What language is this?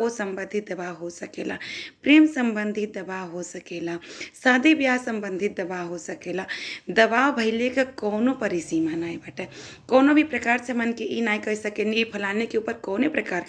Bhojpuri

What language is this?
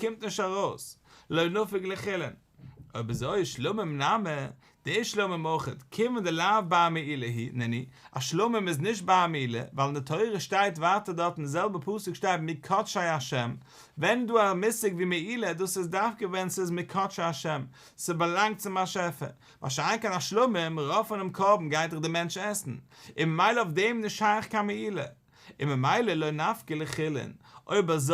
Yiddish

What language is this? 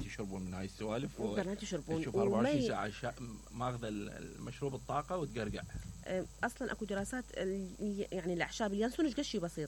Mesopotamian Arabic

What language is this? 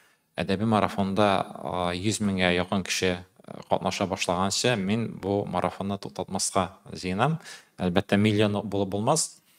Tatar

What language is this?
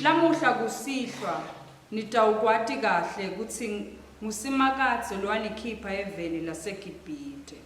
Swati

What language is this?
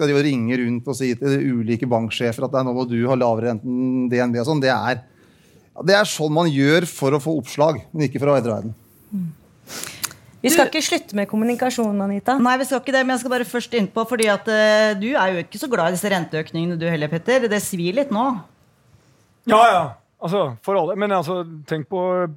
Norwegian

